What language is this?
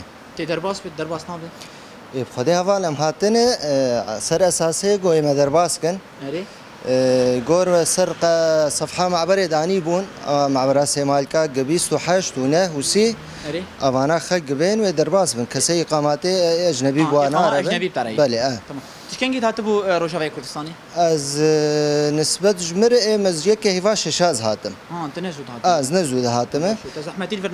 Kurdish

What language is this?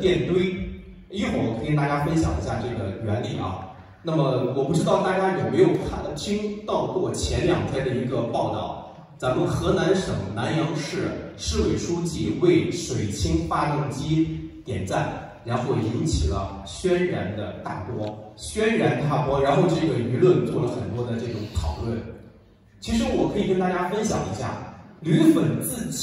Chinese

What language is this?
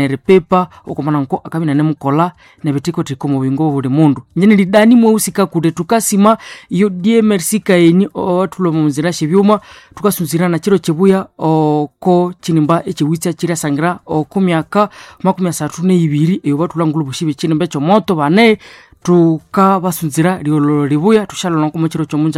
Nande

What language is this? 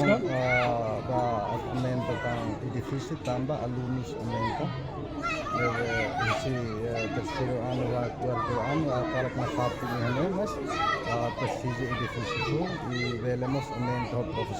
Tetum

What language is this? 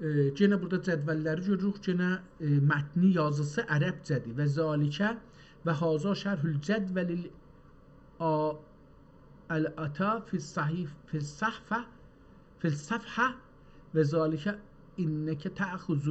South Azerbaijani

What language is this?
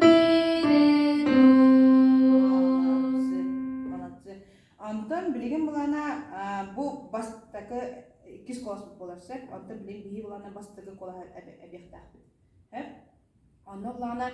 Yakut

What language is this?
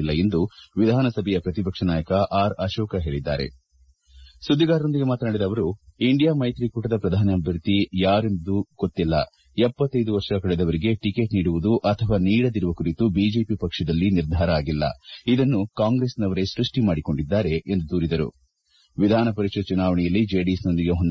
Kannada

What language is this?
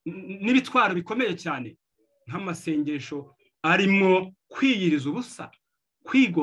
Kinyarwanda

